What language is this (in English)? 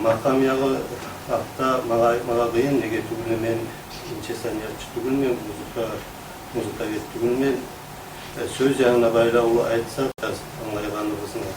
Kumyk